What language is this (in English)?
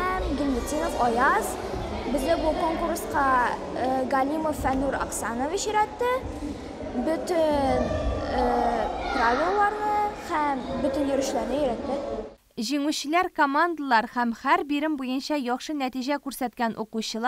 Tatar